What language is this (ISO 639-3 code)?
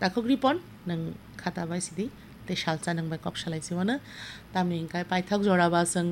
trp